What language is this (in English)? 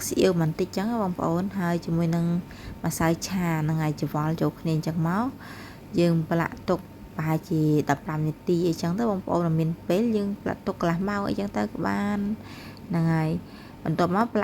Khmer